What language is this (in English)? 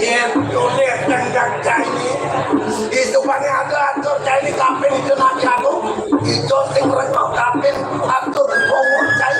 Balinese